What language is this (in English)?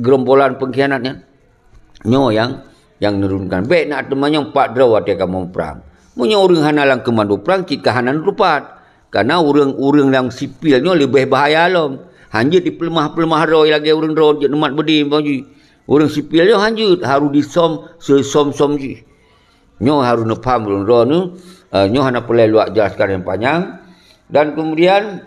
Achinese